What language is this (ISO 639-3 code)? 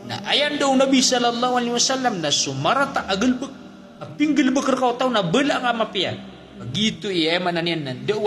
mrw